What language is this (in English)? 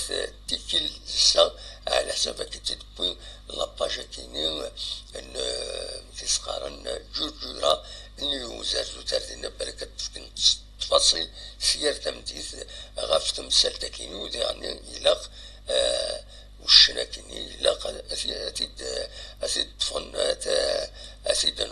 Kabyle